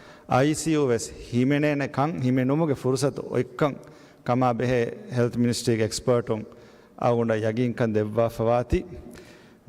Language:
Divehi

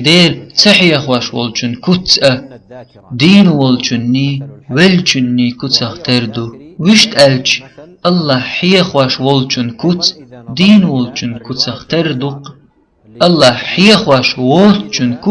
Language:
Chechen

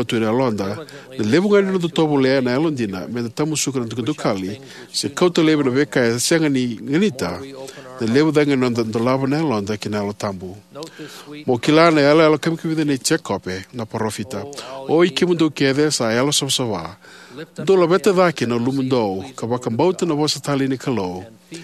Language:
Fijian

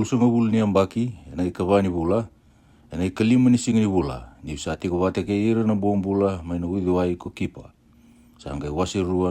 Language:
Fijian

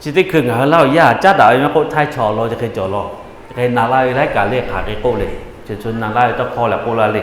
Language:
Lahu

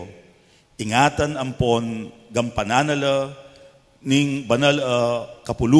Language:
Pampanga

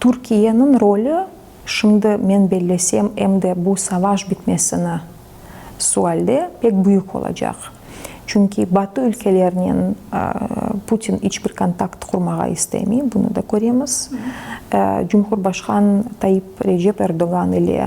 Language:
Crimean Tatar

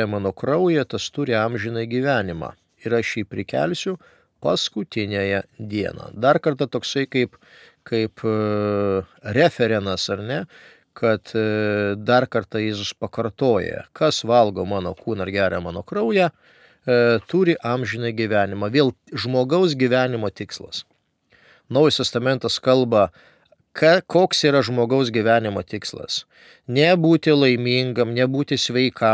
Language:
Lithuanian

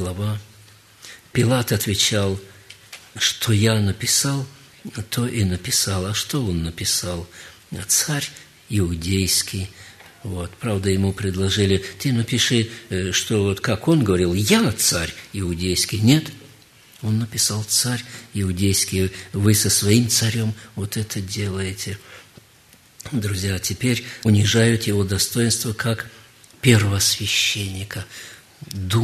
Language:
Russian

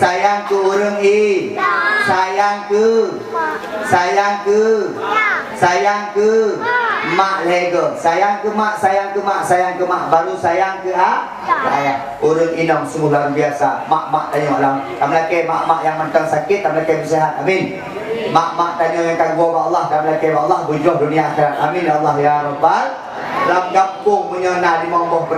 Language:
Achinese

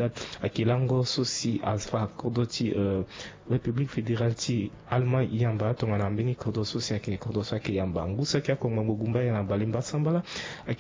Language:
Sango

